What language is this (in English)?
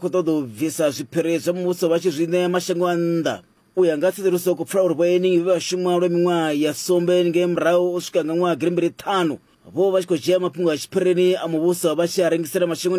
Venda